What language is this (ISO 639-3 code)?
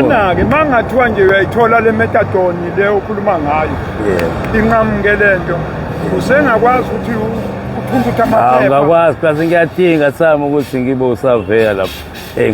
zul